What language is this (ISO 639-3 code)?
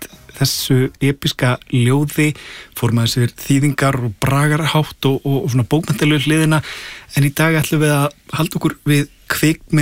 isl